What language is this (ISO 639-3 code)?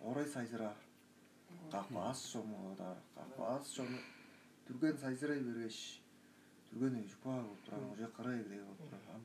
tyv